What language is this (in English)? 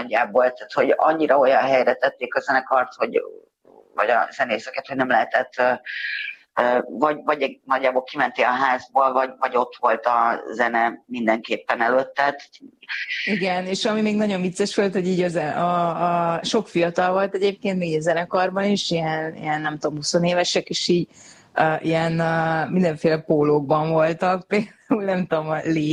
Hungarian